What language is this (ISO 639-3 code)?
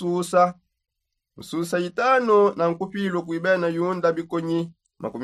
sop